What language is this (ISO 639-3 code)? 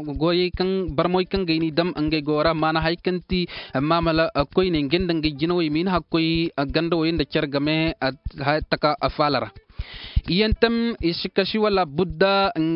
dje